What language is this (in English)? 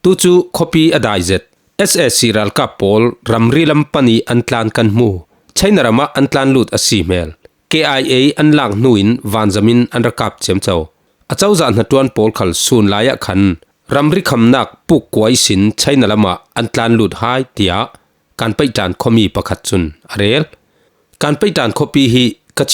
Falam Chin